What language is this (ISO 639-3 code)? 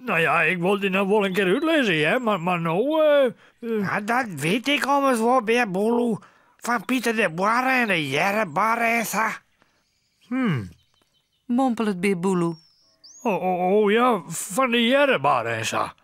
fry